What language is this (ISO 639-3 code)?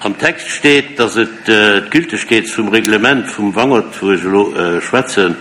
ltz